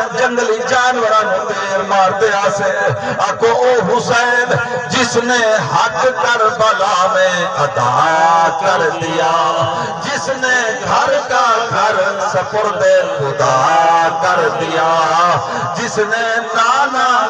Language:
Saraiki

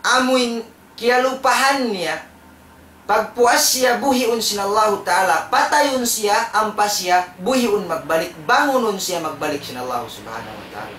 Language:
Tausug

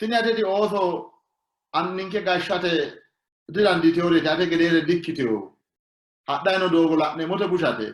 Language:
Sidamo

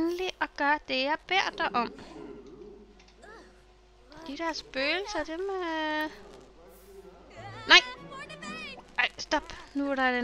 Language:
Danish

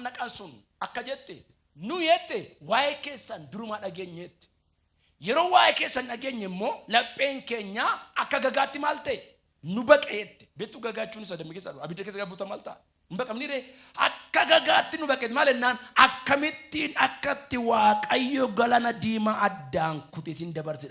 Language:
Oromo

